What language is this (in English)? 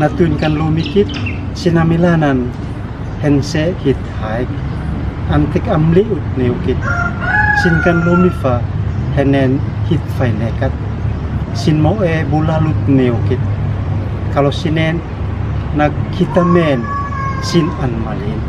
Uab Meto